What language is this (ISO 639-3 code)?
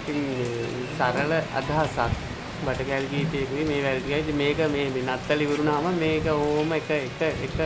sin